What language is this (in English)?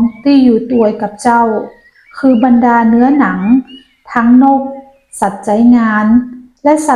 Northern Thai